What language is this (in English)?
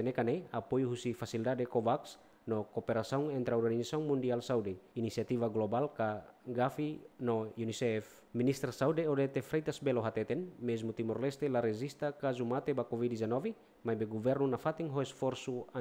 Tetum